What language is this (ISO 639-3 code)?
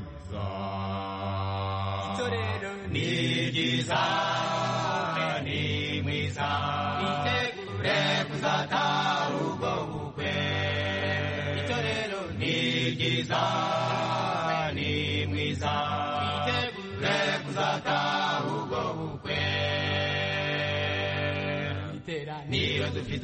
kin